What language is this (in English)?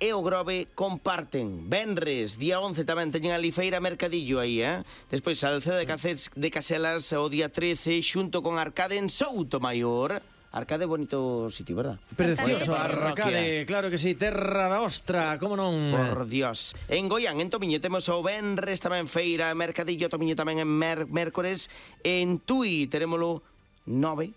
Galician